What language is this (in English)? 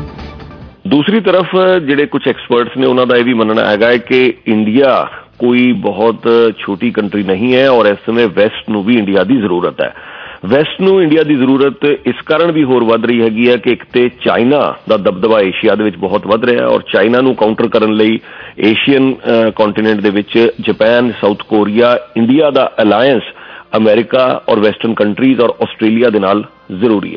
Punjabi